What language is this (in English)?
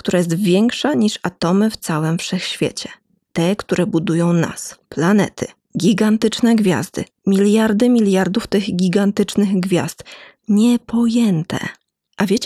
Polish